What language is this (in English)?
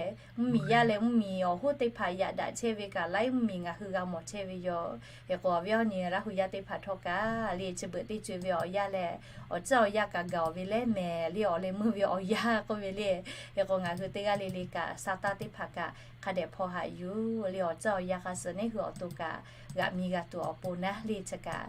Lahu